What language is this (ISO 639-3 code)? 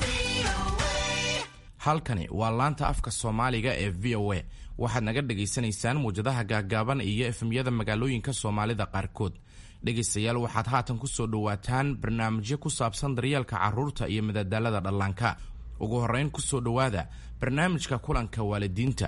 som